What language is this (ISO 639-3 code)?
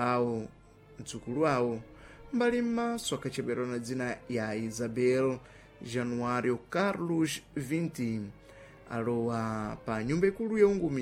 seh